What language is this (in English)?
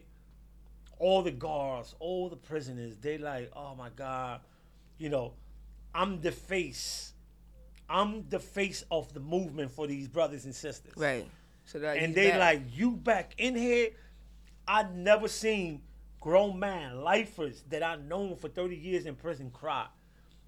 English